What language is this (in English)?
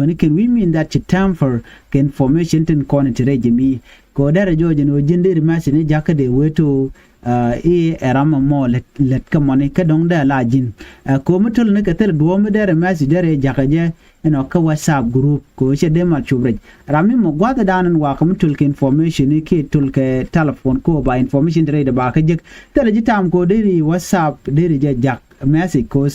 Nuer